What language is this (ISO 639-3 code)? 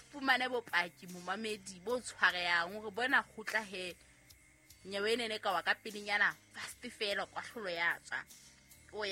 sot